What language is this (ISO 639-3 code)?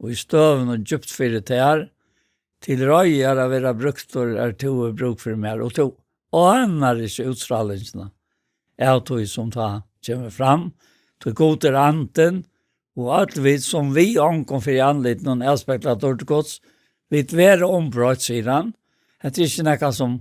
fao